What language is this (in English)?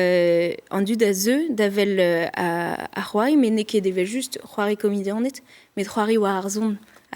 Breton